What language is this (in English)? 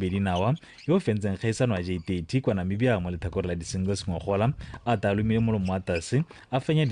Tswana